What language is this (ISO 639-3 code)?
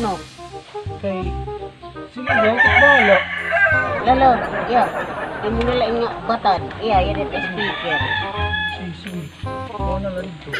war